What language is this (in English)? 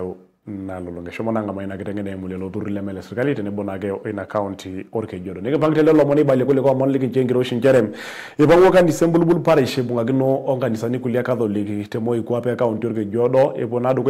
Masai